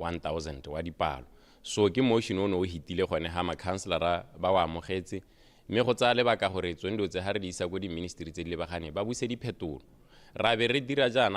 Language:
Tswana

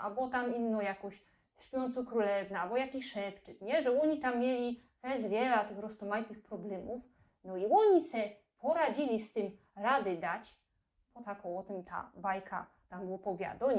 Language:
Silesian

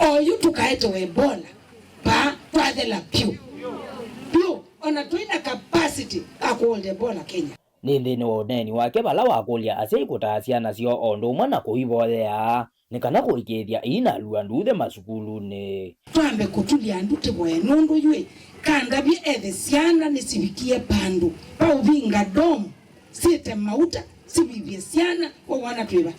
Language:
Kamba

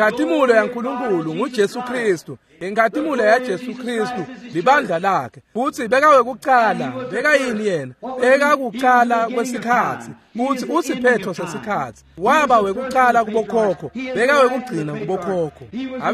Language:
Swati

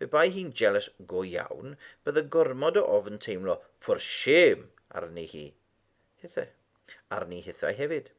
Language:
Welsh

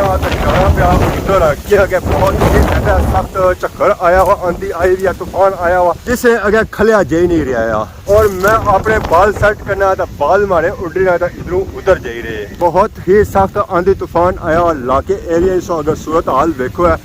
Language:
Pahari-Potwari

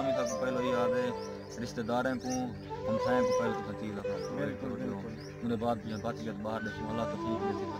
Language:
Saraiki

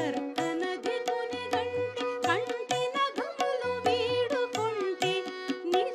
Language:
Telugu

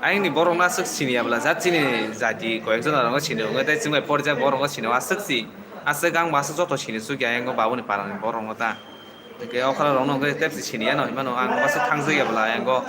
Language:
Kok Borok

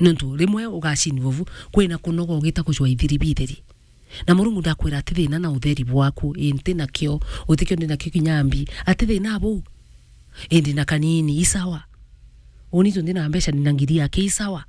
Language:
Meru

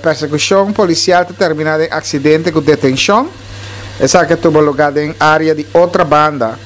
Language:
Papiamento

